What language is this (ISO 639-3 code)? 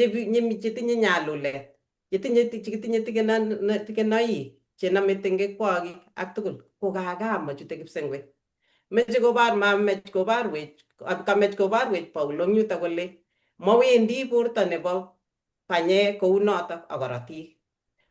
kln